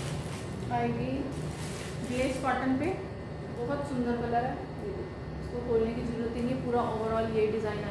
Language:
Hindi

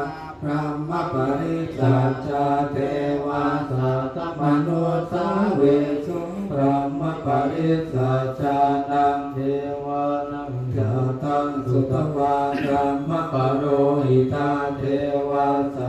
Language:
Pali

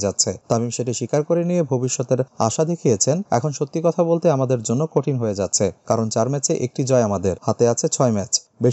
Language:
Bangla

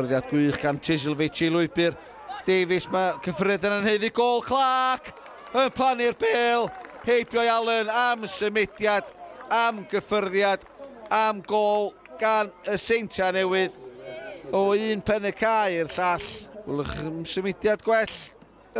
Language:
Welsh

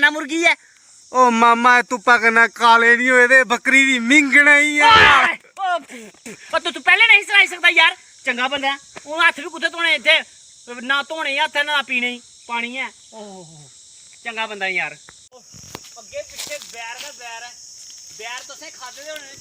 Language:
Dogri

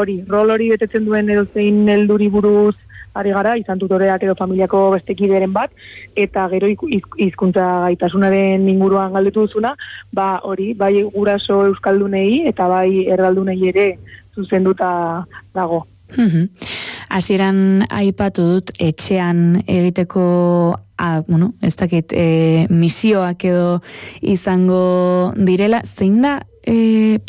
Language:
Basque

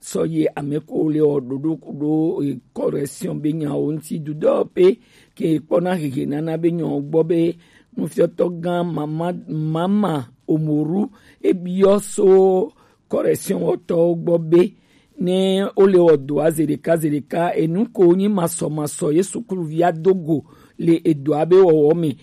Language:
Gen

